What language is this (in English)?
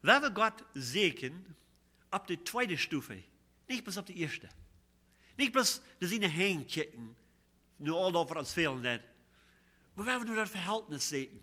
Plautdietsch